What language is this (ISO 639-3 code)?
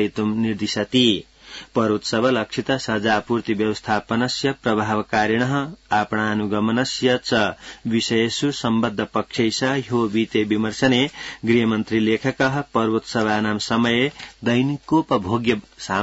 san